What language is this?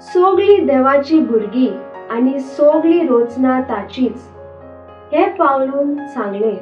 Konkani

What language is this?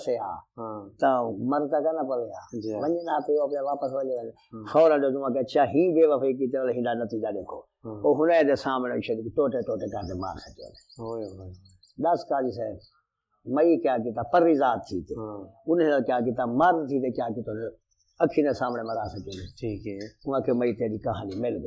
Saraiki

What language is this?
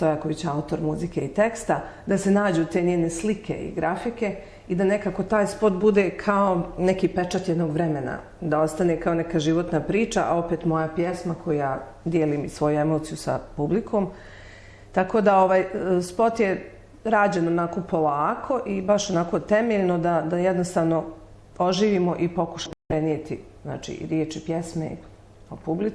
Bosnian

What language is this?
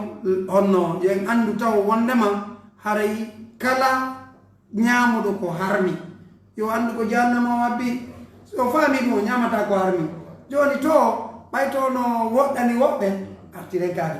Pular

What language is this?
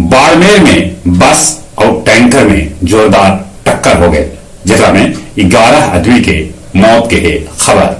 Magahi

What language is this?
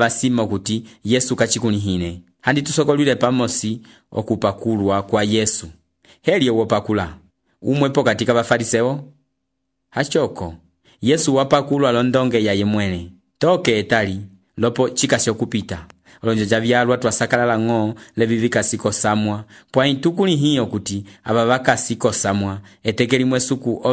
Umbundu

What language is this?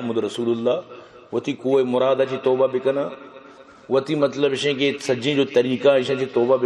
Baluchi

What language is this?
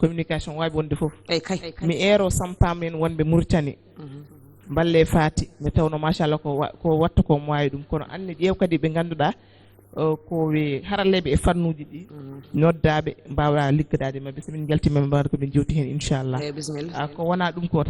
Fula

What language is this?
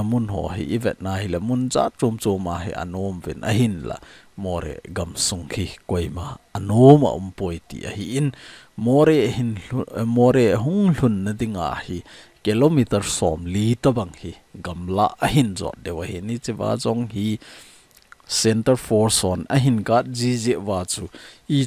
Thado Chin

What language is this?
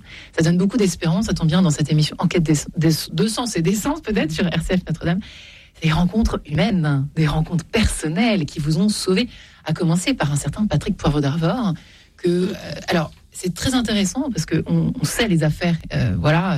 French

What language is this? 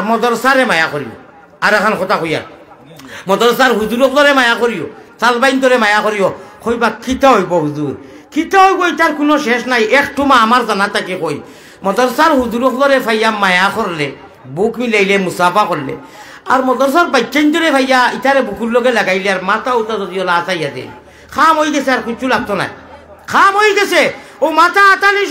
Sylheti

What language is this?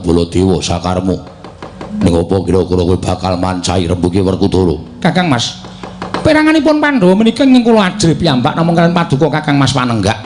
Javanese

